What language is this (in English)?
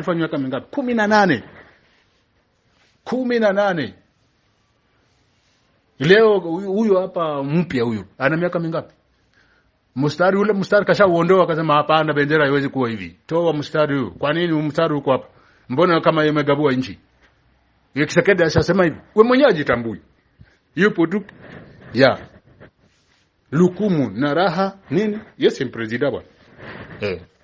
Swahili